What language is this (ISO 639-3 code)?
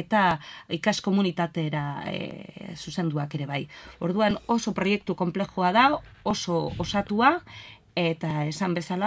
eus